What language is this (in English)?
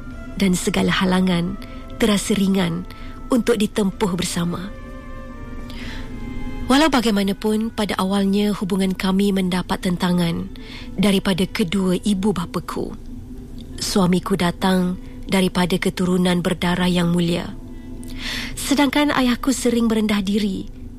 Malay